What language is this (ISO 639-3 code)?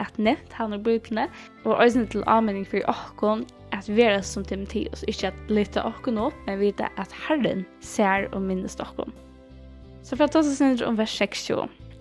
fao